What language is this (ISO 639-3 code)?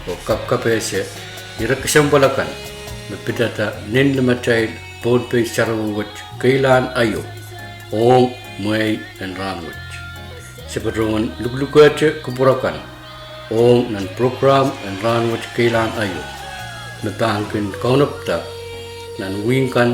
pon